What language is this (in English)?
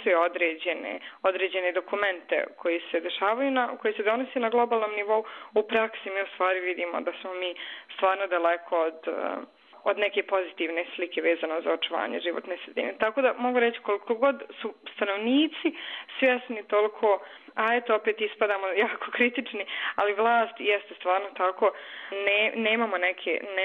Bosnian